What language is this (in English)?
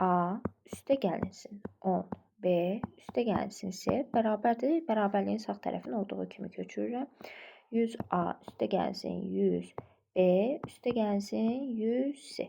Azerbaijani